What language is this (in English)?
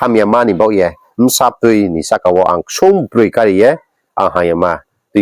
Riang (India)